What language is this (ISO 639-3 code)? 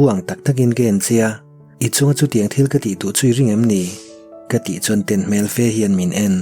lus